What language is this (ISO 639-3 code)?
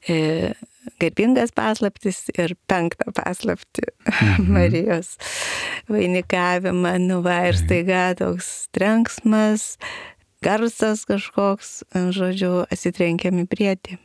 lit